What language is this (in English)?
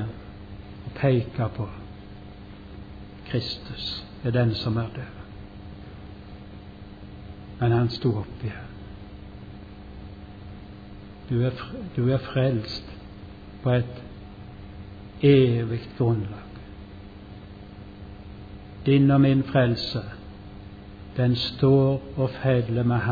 Norwegian